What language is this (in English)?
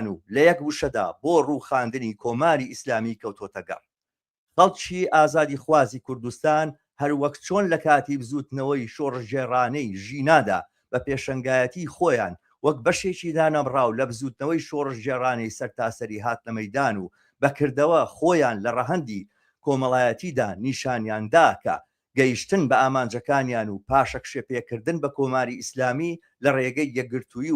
Central Kurdish